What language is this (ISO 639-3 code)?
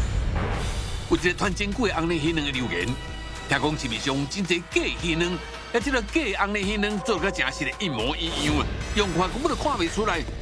nan